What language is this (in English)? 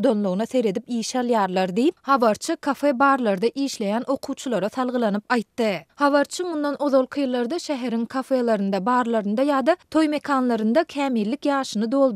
Turkmen